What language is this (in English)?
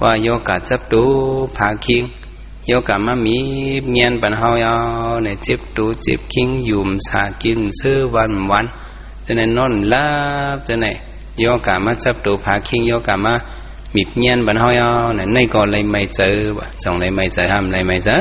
Shan